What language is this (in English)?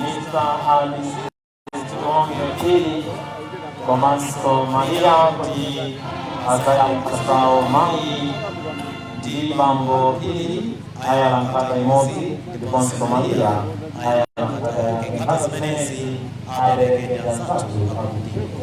Nyanja